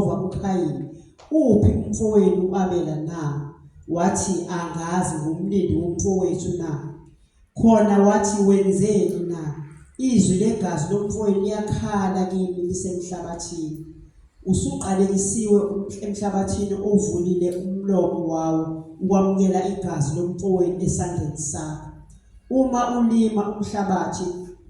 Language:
Zulu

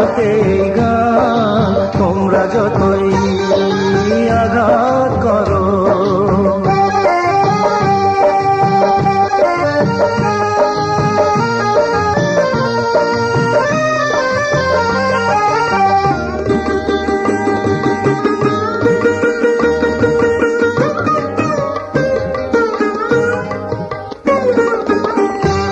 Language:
Bangla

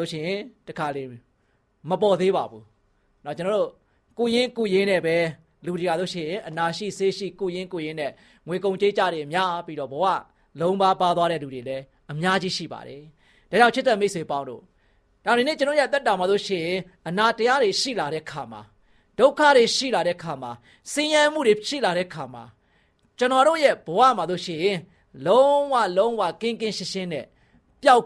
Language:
Burmese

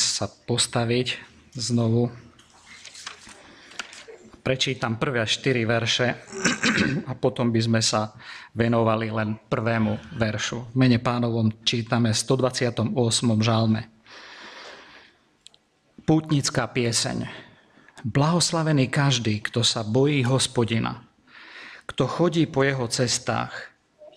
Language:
Slovak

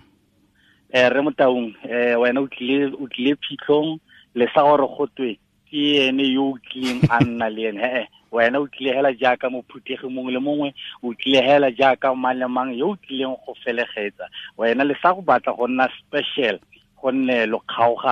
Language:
Tswana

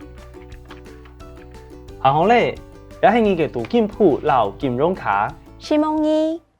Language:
Hakka Chinese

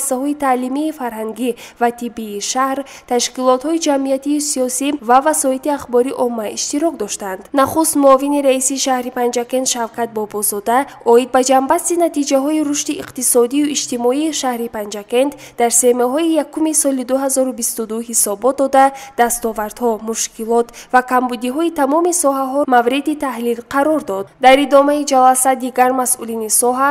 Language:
Tajik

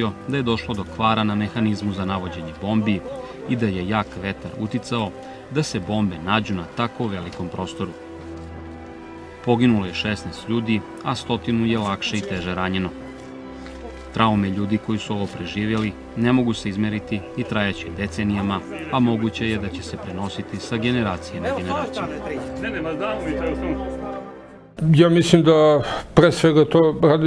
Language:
Serbian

